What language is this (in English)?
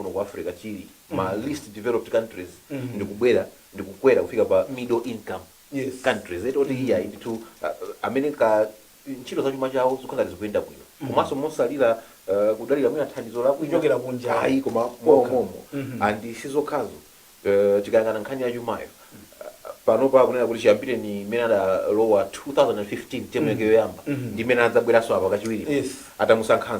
Nyanja